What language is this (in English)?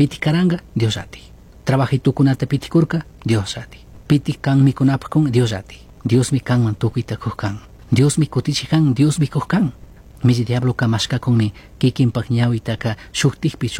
Chimborazo Highland Quichua